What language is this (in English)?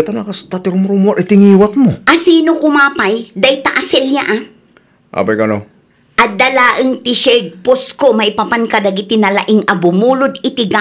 Iloko